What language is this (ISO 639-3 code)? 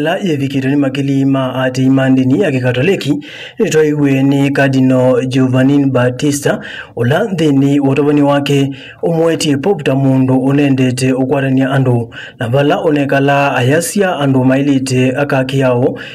kam